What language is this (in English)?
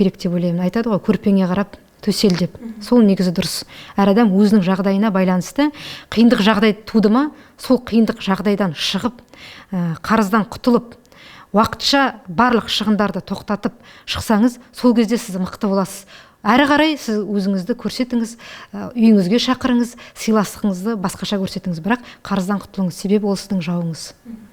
Kazakh